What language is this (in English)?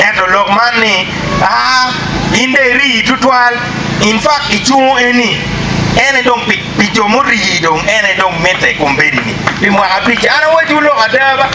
Acoli